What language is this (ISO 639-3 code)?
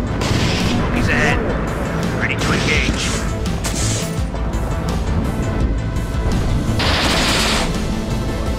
fra